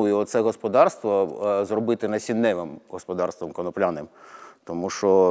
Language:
Ukrainian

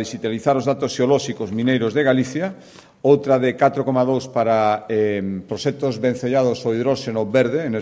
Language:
Galician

